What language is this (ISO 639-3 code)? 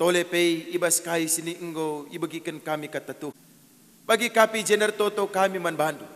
btx